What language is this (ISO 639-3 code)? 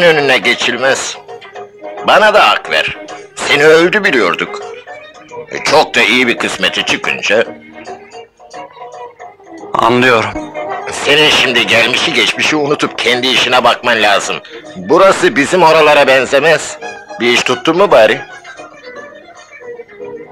tur